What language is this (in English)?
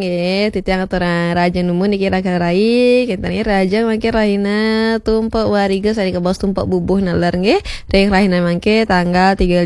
Balinese